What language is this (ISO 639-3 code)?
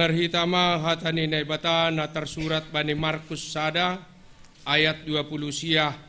bts